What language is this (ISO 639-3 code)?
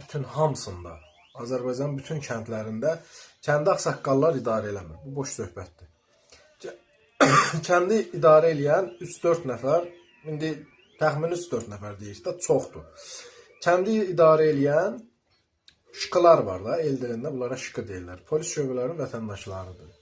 aze